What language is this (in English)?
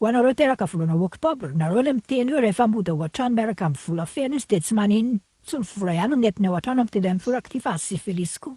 Malagasy